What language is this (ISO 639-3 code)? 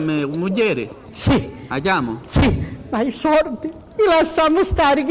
scn